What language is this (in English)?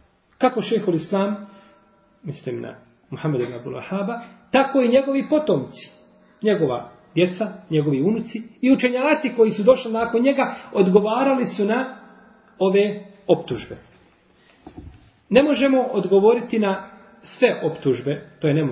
Bosnian